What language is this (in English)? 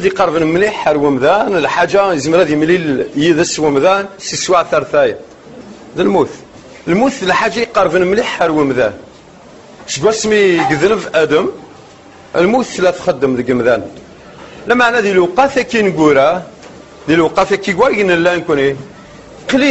Kabyle